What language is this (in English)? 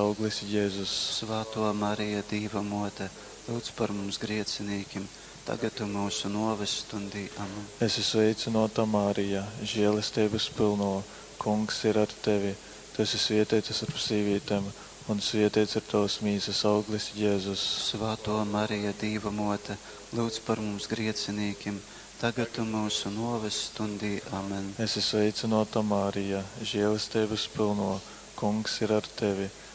Latgalian